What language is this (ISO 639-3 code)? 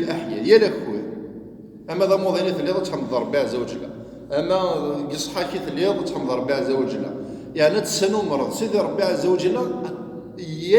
kab